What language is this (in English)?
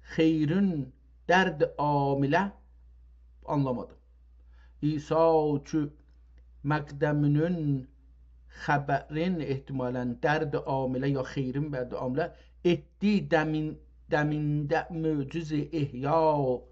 South Azerbaijani